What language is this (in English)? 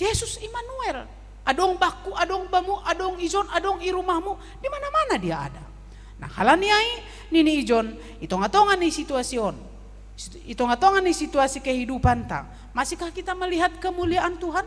Batak Simalungun